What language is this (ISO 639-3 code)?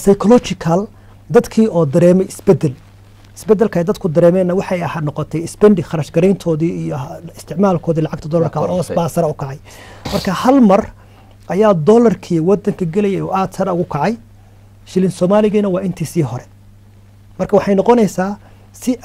som